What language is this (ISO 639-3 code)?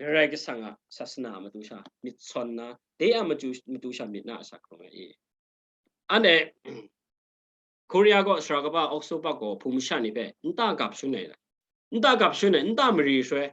kac